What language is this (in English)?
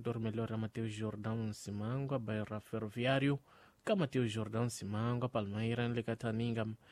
Tsonga